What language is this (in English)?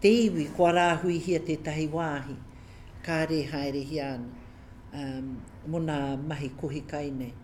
Māori